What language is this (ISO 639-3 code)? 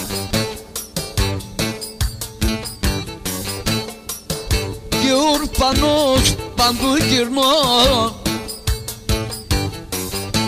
ell